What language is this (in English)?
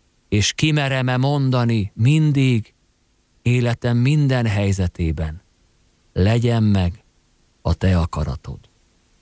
Hungarian